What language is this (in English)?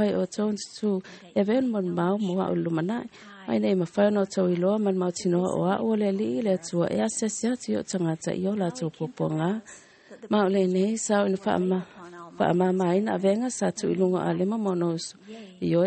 Samoan